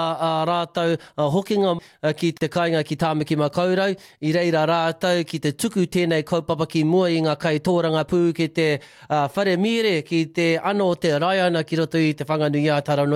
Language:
Māori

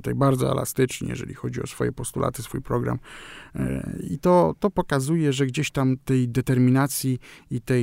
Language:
Polish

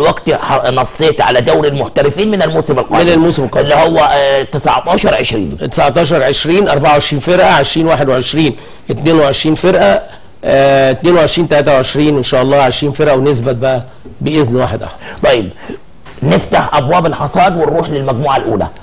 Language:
Egyptian Arabic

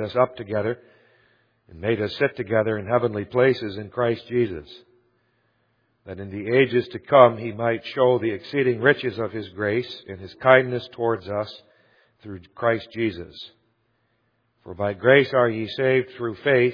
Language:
English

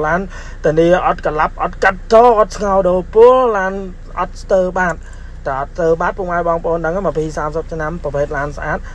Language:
Khmer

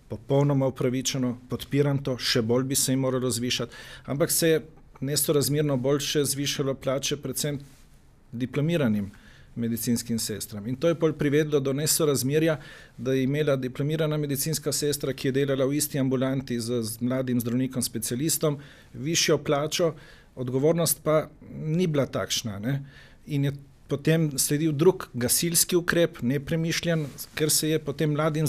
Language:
Slovenian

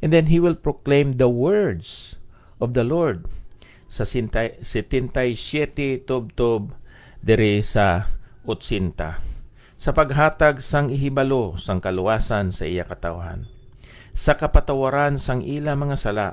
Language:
Hiligaynon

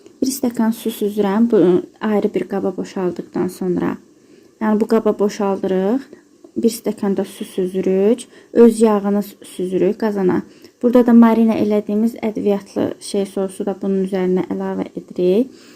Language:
Azerbaijani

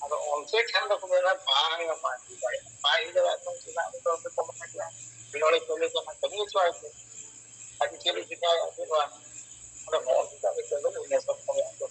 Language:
Santali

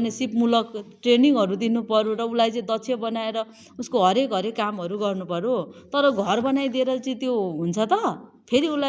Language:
Nepali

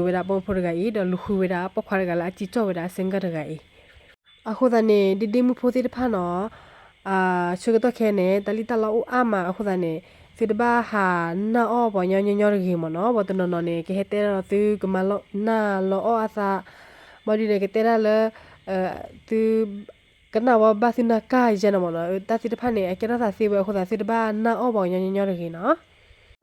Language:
S'gaw Karen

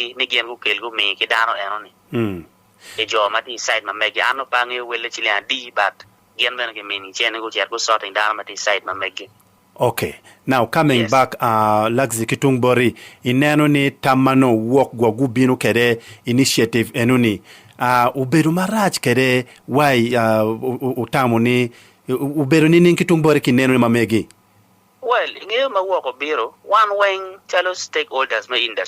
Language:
Acoli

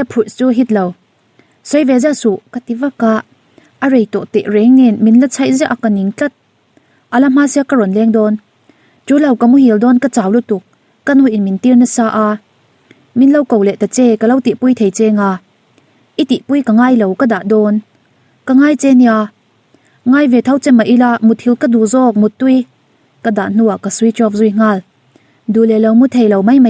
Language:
Mizo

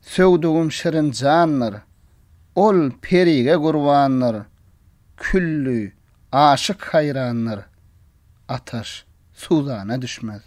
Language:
Turkmen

